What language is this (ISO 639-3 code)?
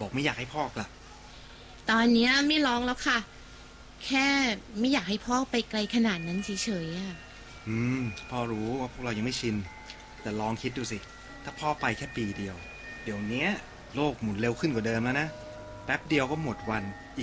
tha